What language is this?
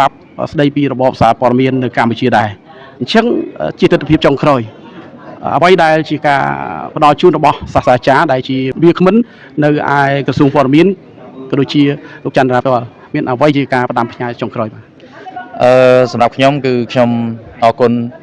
Khmer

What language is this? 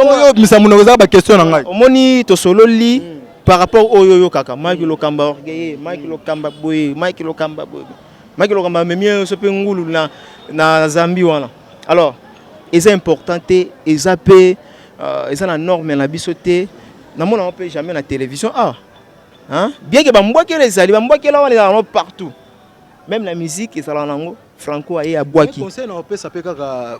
Lingala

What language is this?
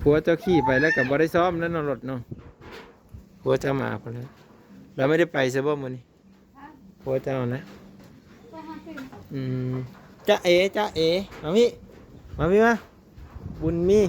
Lao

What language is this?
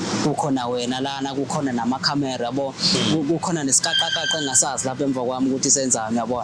Zulu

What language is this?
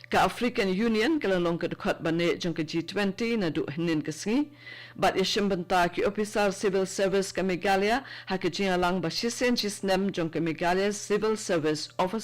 Khasi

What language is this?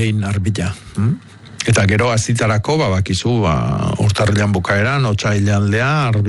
Basque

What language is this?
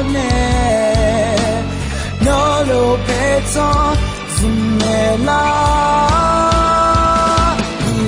Akha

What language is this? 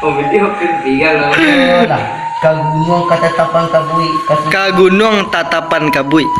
Minangkabau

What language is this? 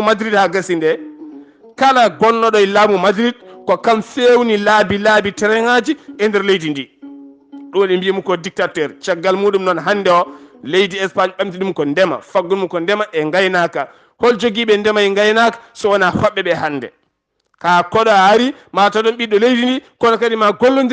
Fula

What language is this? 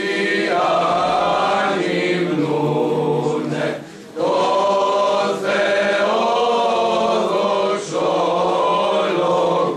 Greek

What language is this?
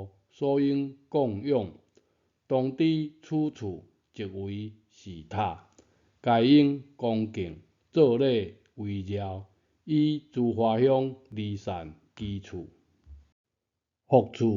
Min Nan Chinese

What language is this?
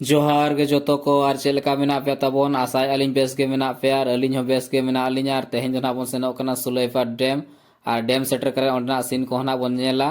Santali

